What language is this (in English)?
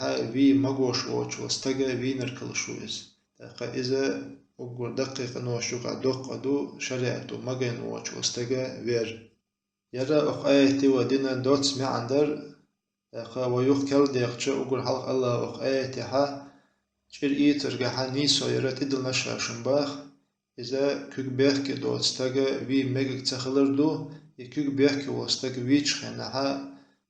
Chechen